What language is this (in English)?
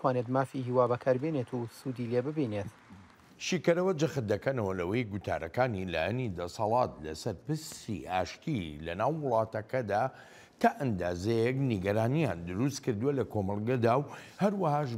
Central Kurdish